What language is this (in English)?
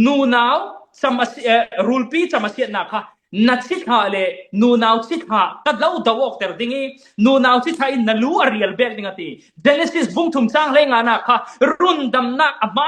Falam Chin